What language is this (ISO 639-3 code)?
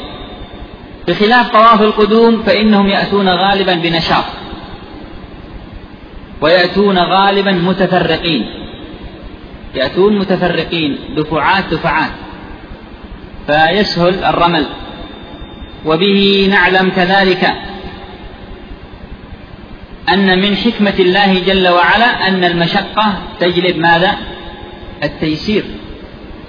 ara